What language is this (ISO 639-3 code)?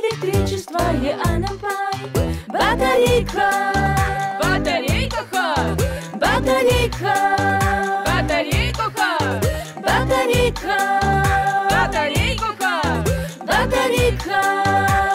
ady